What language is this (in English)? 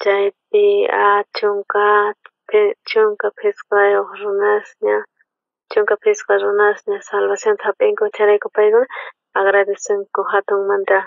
South Bolivian Quechua